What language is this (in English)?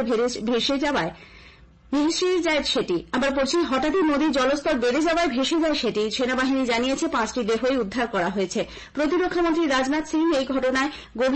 Bangla